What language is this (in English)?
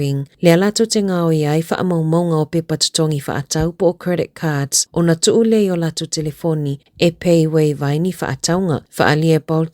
Samoan